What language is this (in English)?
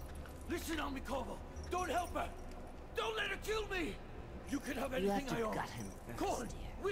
English